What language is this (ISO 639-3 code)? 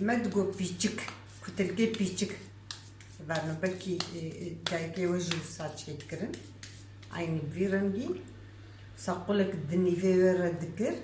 kur